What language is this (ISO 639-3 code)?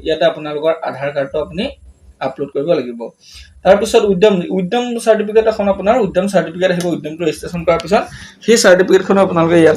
asm